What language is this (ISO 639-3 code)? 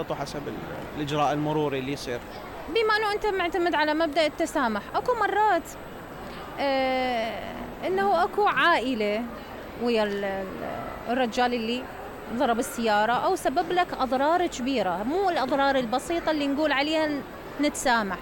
acm